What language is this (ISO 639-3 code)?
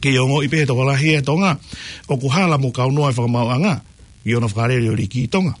ton